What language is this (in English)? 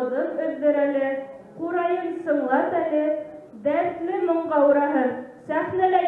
Bashkir